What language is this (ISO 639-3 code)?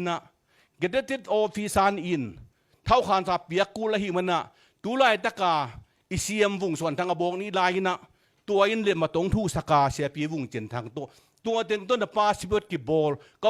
ctd